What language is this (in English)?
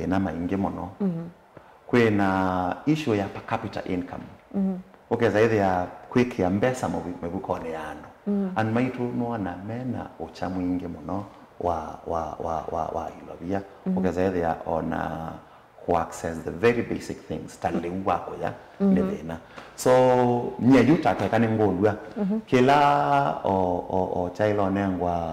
Kamba